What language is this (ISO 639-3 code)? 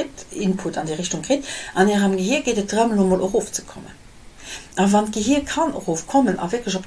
ltz